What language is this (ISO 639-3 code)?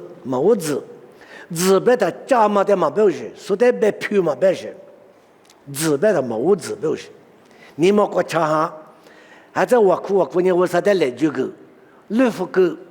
lis